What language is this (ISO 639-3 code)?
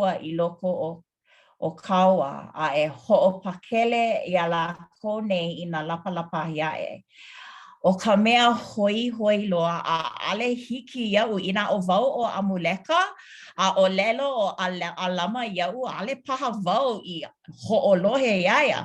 haw